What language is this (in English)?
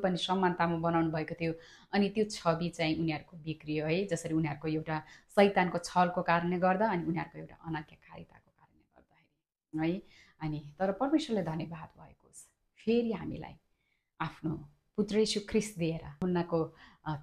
Nepali